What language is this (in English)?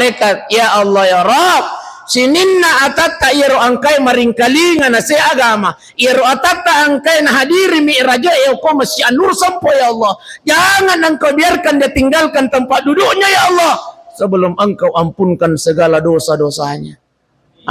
Buginese